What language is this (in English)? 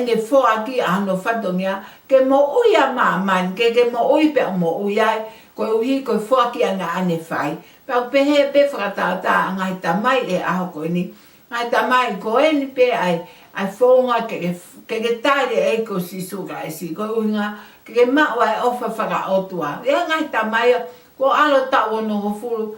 Tongan